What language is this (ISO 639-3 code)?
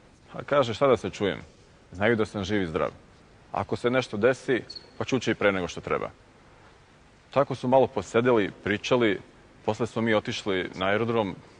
srp